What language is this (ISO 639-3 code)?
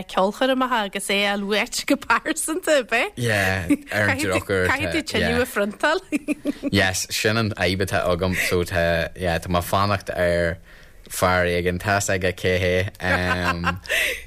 gle